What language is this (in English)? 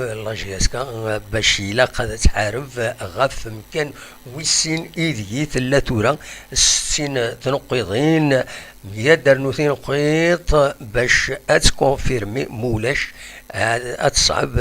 Kabyle